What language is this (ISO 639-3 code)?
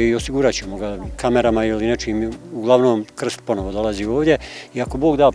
bos